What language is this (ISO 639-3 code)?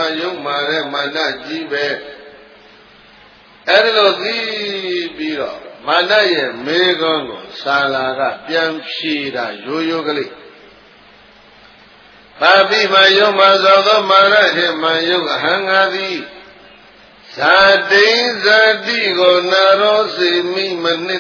mya